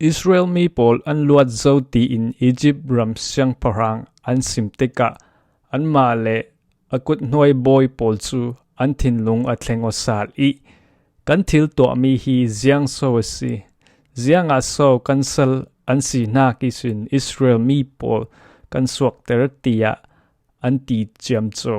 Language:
Falam Chin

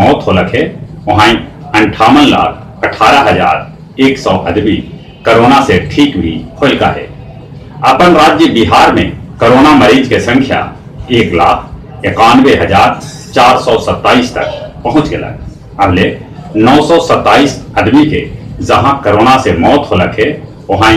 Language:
Magahi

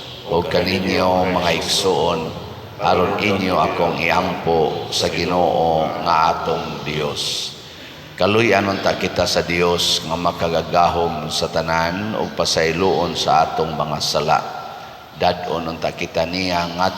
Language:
Cebuano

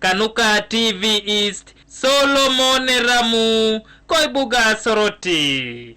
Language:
Teso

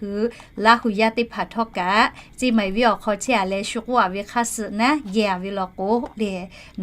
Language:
Lahu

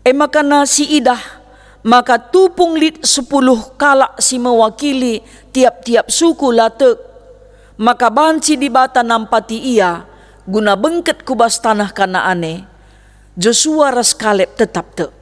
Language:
Batak Karo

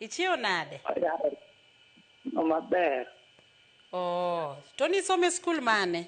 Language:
Luo (Kenya and Tanzania)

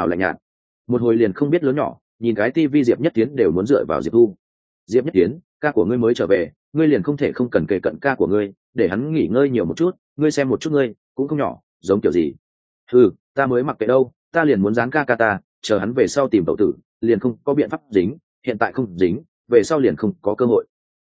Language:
Vietnamese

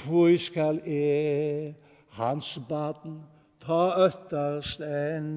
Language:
Faroese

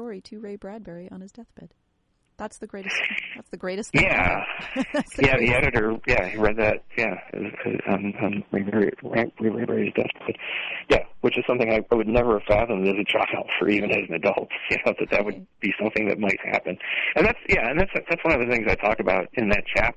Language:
English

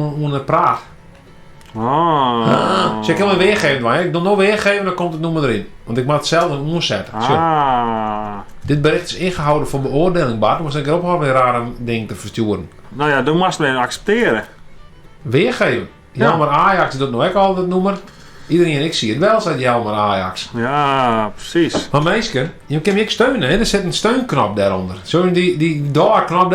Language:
Western Frisian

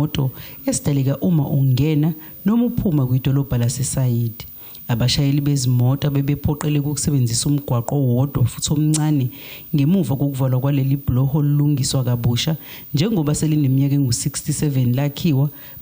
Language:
Zulu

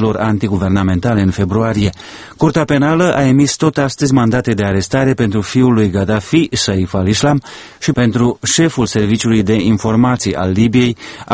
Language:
Romanian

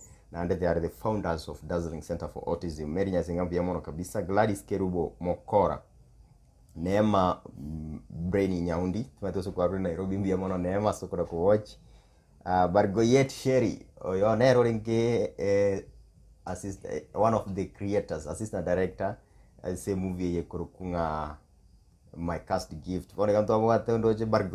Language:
Gusii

